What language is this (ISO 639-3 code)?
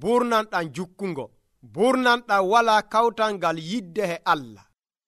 fuv